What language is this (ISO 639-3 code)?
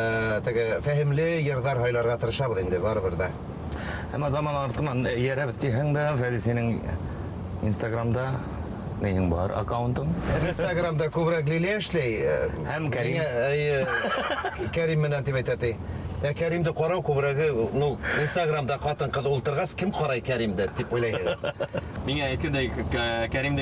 bak